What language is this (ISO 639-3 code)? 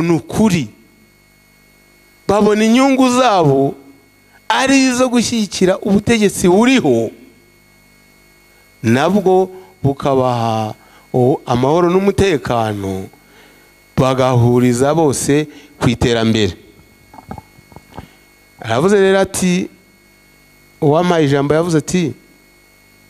kin